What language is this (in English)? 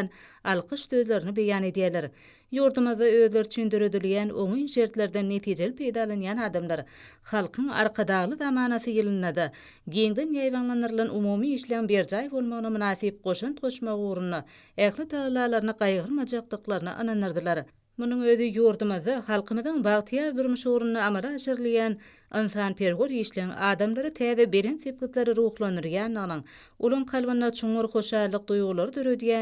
Turkmen